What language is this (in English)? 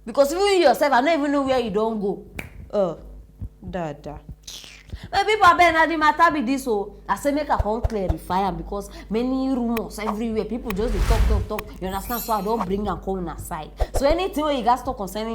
Nigerian Pidgin